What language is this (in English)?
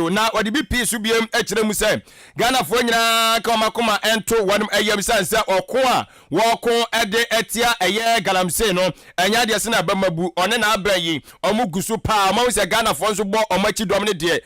Akan